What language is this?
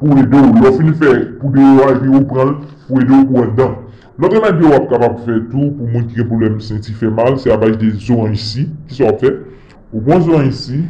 Haitian Creole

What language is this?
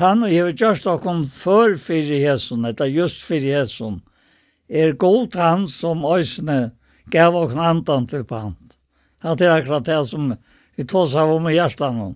Faroese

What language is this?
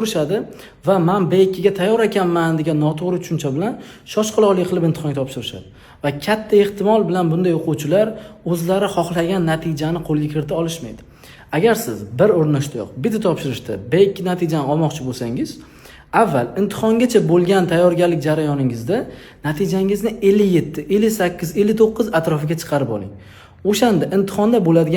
Uzbek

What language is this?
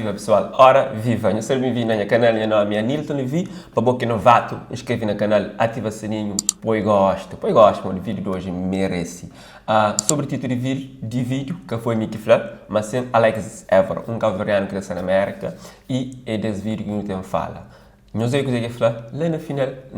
Kabuverdianu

